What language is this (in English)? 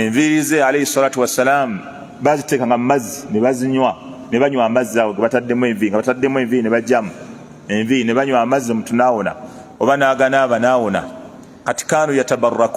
Ganda